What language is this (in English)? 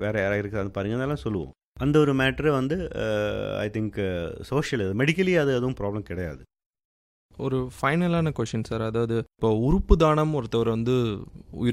Tamil